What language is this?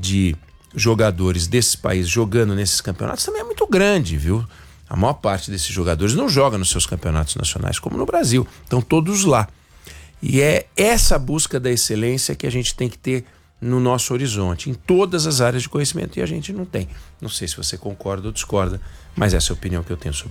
Portuguese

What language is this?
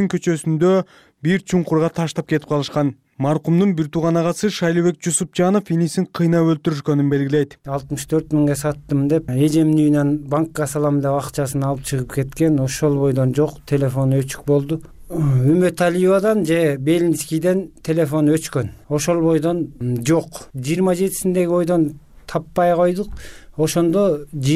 Kyrgyz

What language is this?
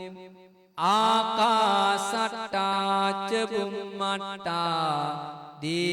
Sinhala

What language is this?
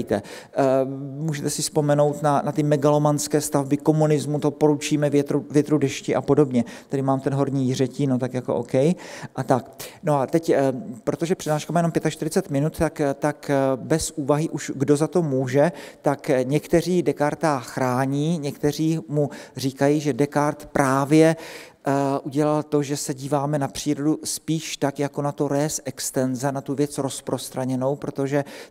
Czech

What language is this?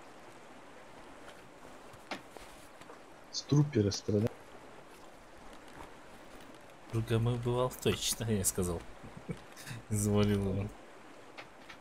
Russian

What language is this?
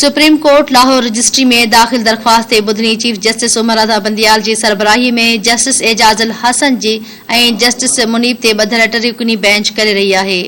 Sindhi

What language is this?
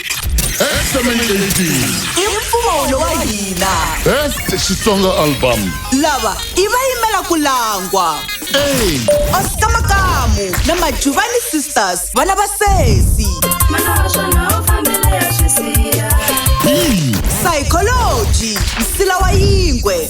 Tsonga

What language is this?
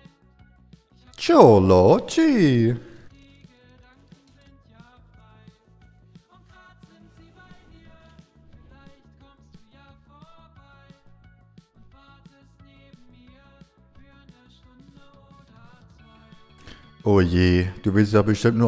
German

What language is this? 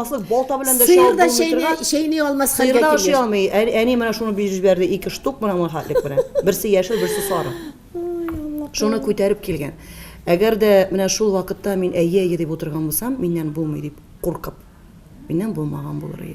Tatar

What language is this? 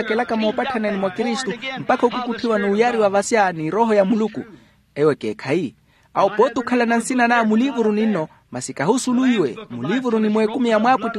Makhuwa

